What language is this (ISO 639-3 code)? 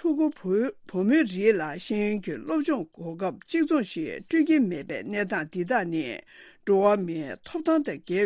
bod